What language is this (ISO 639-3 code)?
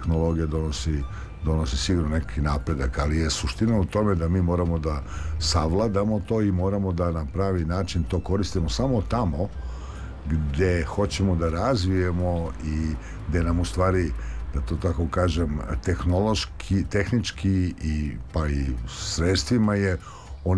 srp